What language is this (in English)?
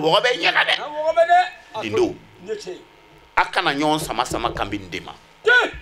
Bambara